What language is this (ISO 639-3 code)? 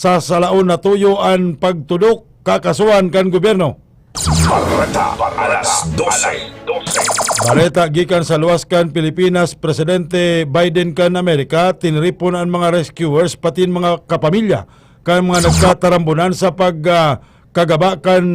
bik